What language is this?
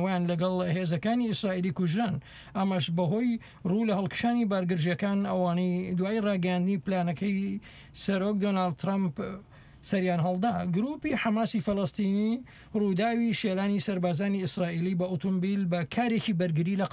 Central Kurdish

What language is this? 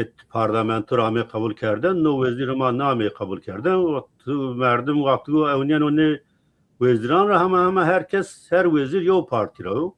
Zaza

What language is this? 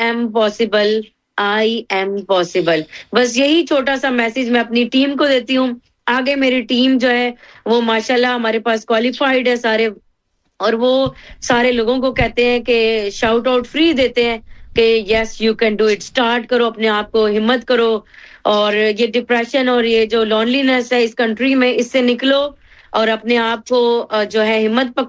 Hindi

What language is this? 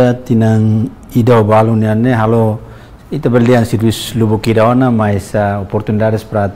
Tetum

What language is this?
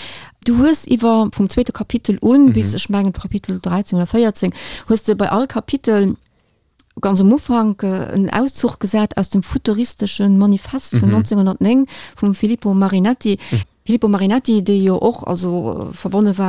Luxembourgish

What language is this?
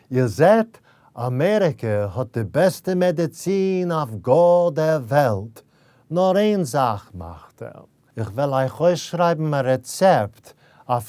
Yiddish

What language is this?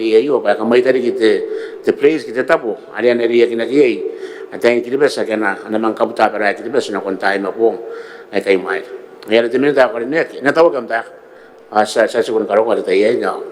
Gilbertese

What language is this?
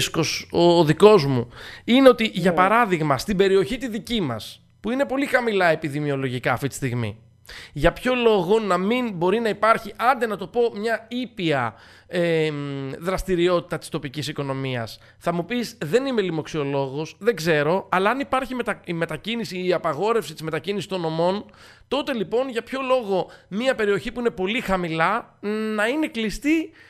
Greek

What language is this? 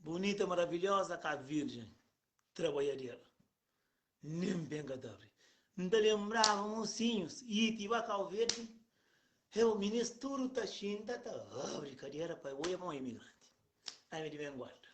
Kabuverdianu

